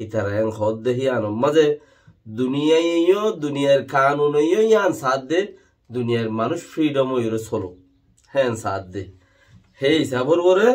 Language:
Rohingya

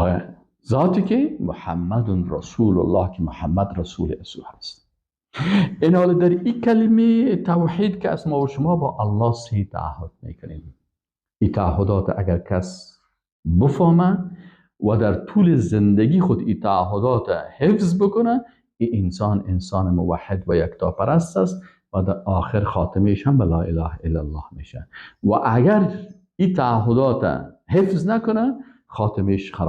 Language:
Persian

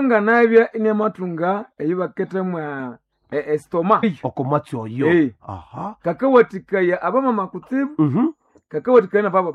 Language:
Nande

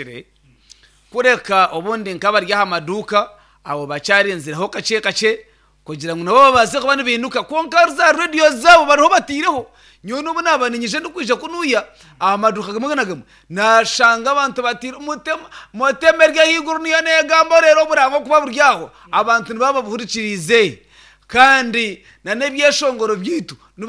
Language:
Nyankole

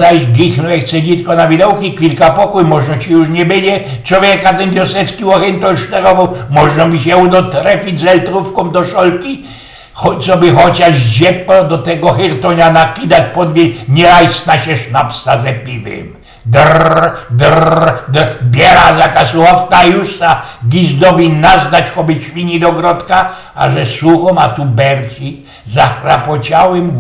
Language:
Silesian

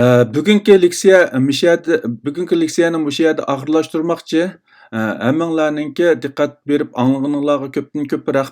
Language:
Uyghur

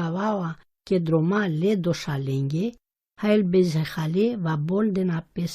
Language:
Romany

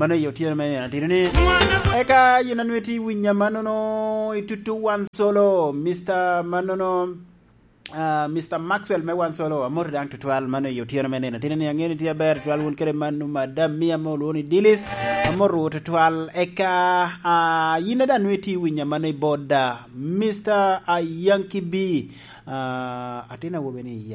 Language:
Lango (Uganda)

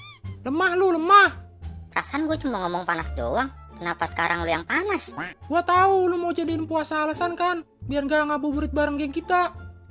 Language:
Betawi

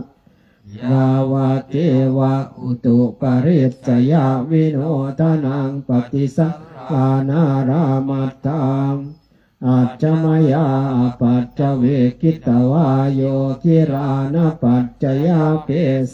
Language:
Pali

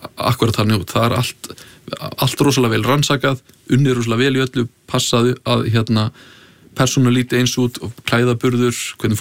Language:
Icelandic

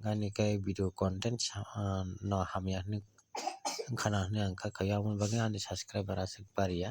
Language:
Kok Borok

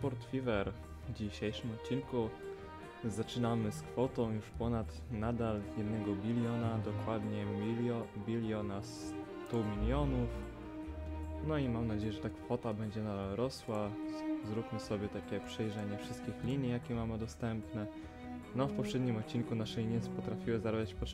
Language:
Polish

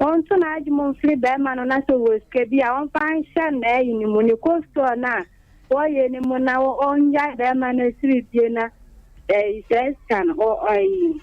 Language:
Akan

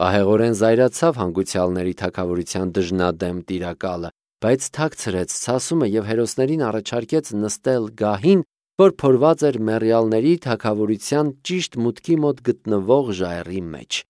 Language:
Armenian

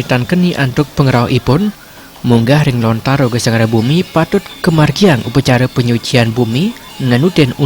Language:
Balinese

